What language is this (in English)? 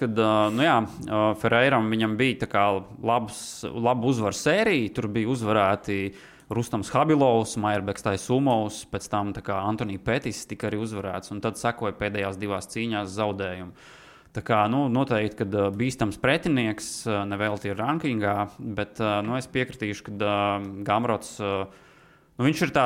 Latvian